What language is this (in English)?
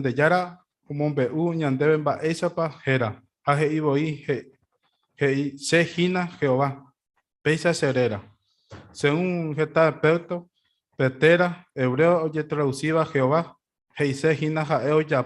Guarani